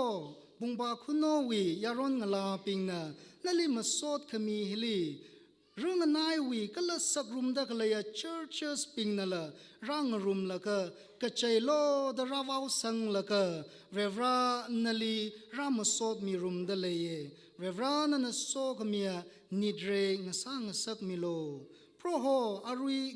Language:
Tangkhul Naga (India)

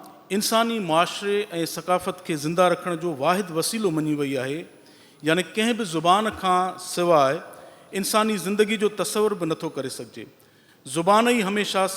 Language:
Sindhi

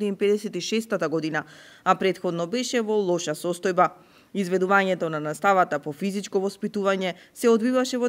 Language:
Macedonian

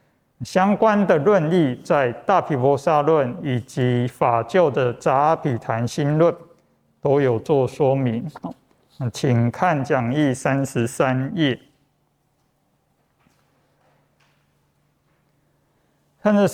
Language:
Chinese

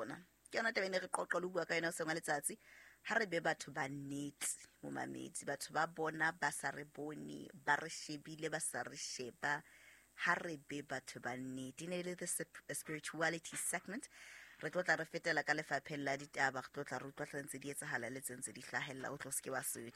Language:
Southern Sotho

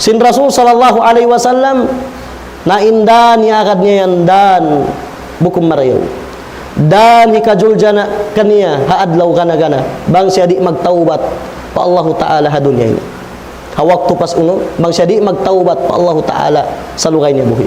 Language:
Tausug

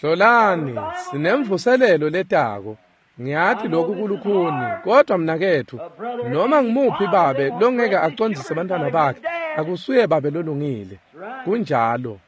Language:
Swati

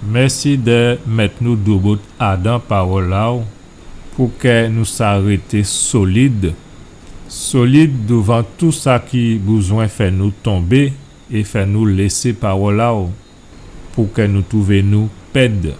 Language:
Guadeloupean Creole French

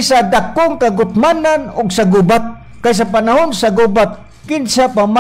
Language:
Cebuano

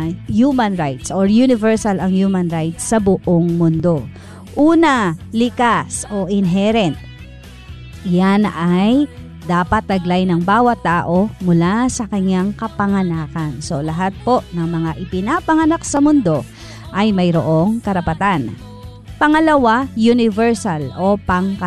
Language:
Filipino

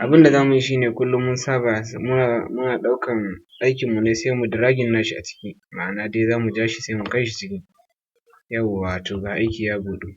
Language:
Hausa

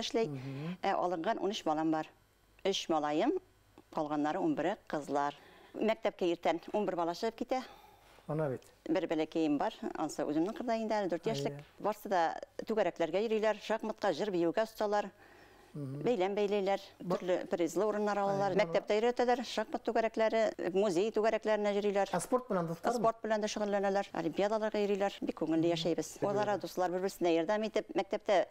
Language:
Bashkir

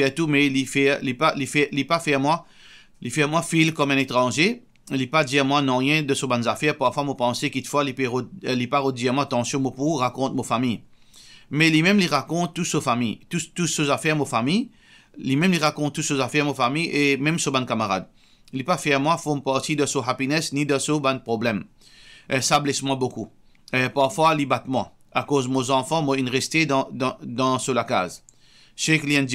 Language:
Morisyen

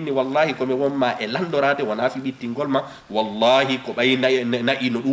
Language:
Fula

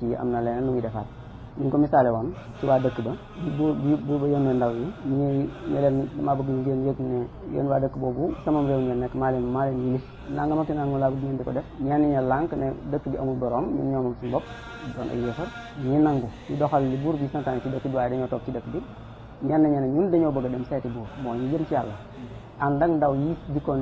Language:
Wolof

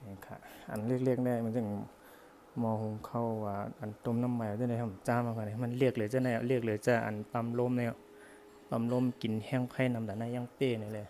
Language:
Shan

